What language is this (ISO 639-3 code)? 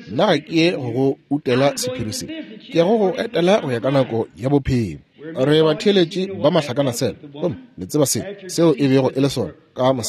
nso